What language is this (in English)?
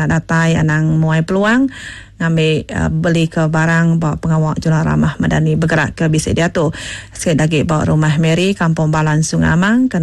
Iban